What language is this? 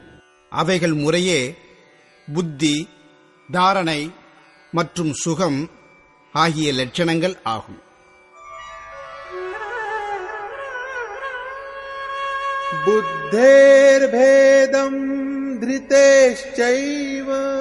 Tamil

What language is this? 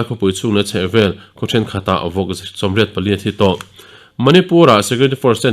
Mizo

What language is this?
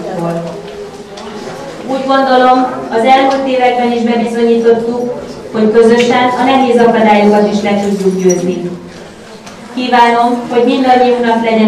Hungarian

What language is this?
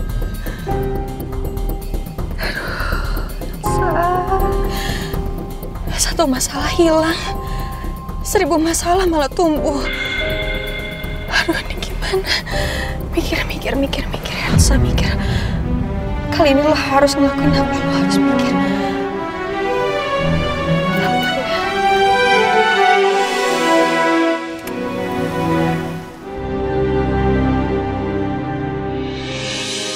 Indonesian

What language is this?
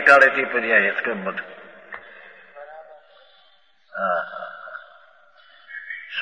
Hindi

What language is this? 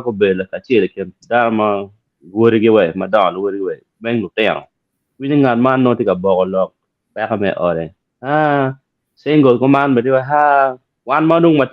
Acoli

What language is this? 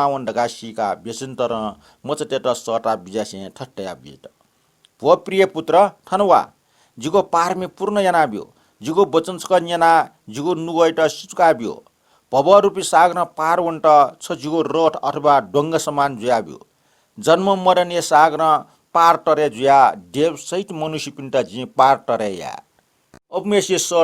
Newari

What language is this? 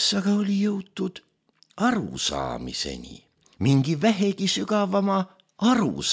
Estonian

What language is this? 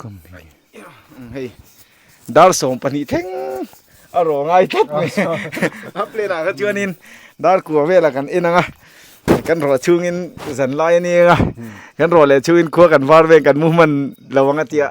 Mizo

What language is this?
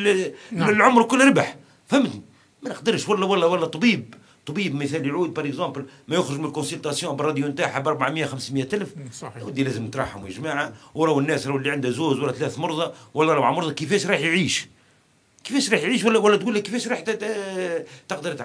Algerian Arabic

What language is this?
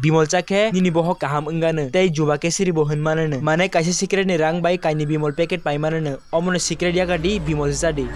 Kok Borok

